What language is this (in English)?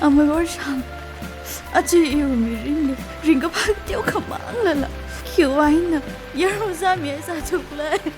Tangkhul Naga (India)